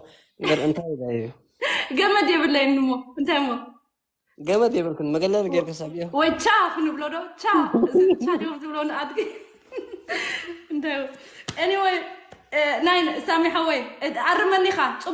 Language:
Tigrinya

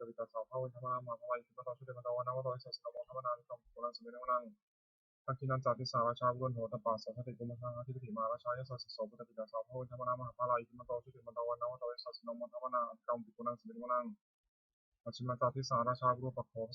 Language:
Pali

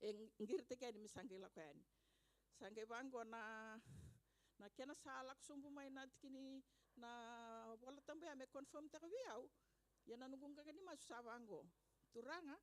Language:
Fijian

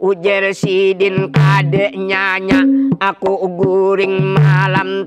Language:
Banjar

